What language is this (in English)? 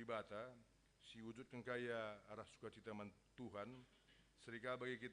Batak Karo